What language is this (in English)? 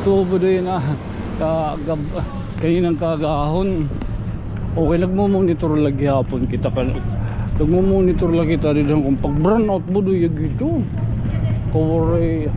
Waray